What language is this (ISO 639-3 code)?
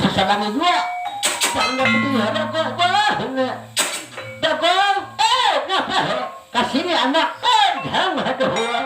bjn